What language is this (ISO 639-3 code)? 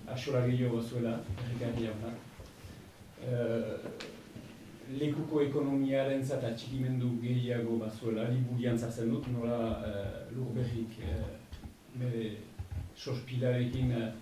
eus